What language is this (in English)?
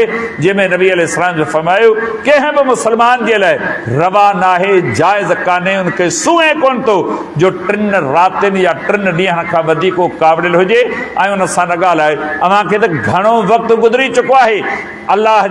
Sindhi